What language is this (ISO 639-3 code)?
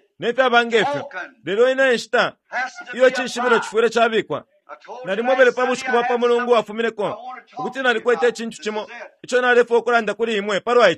bem